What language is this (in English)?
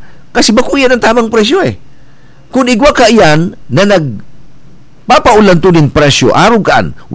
Bikol